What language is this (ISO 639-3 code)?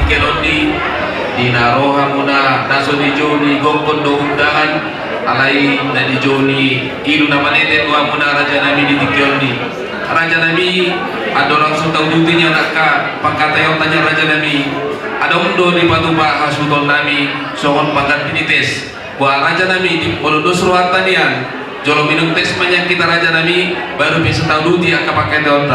bbc